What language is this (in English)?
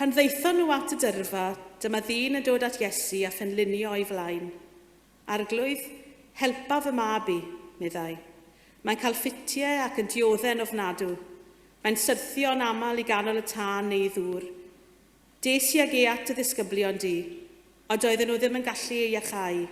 Welsh